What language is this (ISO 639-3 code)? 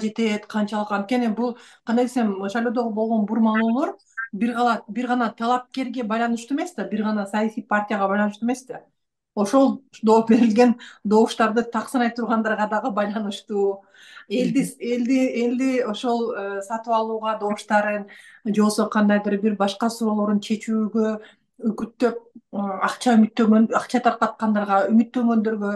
kir